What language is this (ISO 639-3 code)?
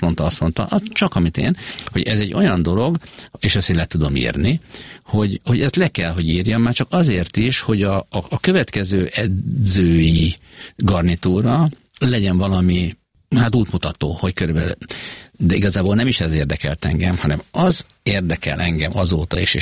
hun